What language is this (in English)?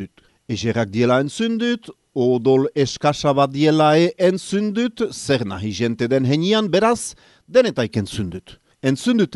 Basque